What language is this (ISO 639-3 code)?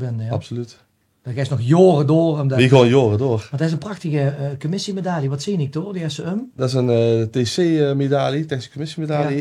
lim